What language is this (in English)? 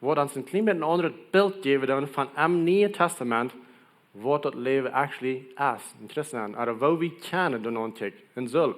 Plautdietsch